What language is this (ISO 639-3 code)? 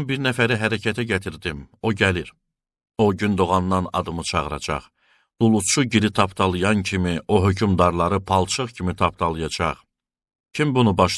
aze